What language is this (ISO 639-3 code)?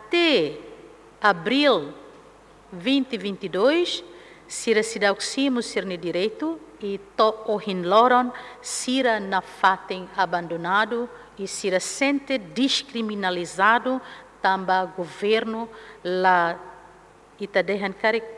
tet